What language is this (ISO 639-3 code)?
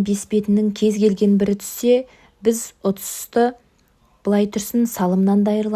kaz